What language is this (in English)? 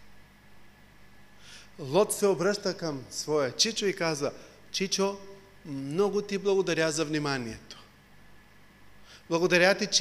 Bulgarian